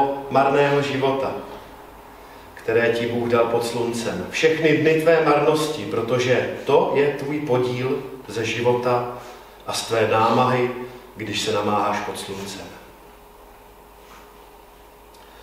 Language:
Czech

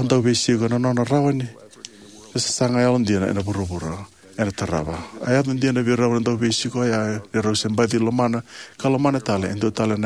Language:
Fijian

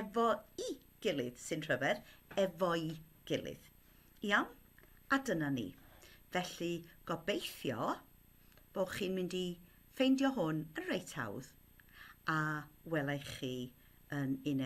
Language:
Welsh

